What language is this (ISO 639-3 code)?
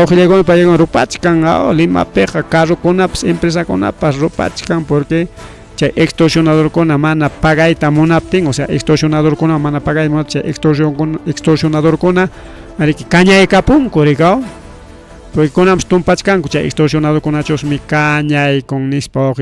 quy